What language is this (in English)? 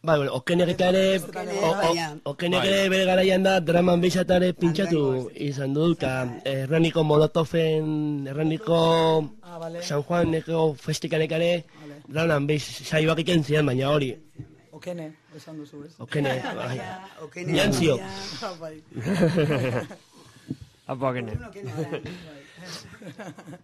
Basque